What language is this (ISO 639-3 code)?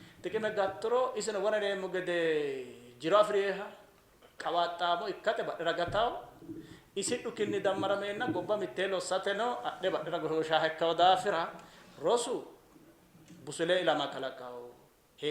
sid